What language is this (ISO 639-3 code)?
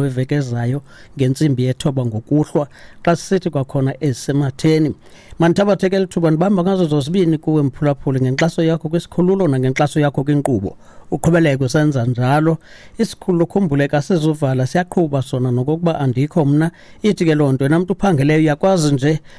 xho